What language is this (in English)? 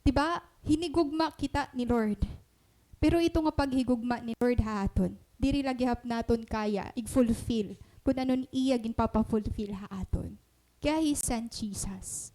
Waray